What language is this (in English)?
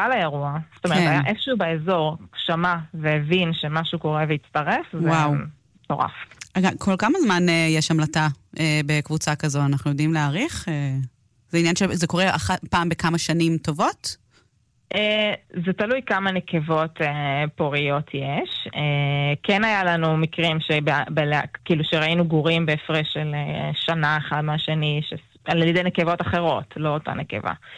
Hebrew